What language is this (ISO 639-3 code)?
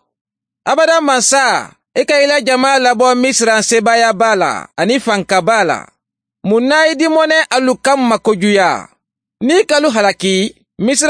man